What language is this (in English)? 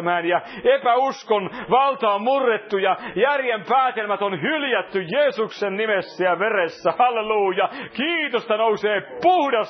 Finnish